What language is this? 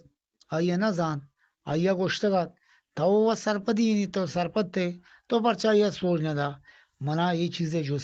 Eastern Balochi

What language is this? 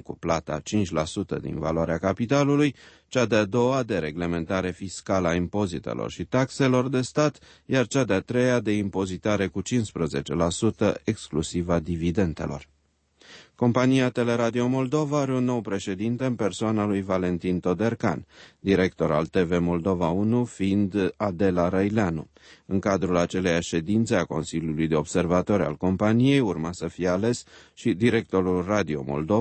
Romanian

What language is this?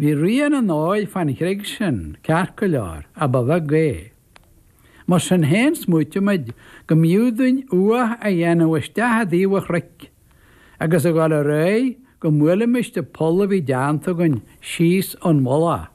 Irish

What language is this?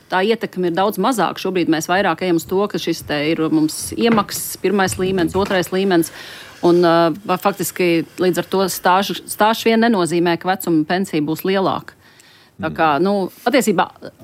Latvian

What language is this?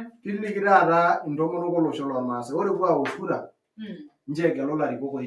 Masai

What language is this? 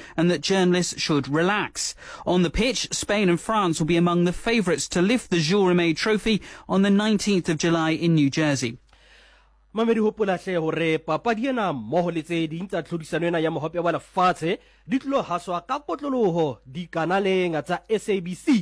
Southern Sotho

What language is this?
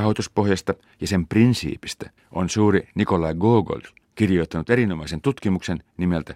Finnish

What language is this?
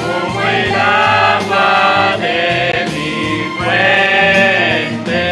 South Bolivian Quechua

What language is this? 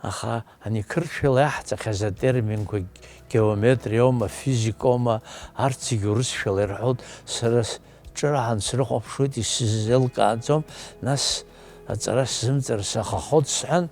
Abkhazian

